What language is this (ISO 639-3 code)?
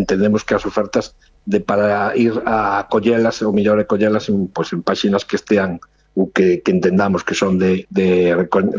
glg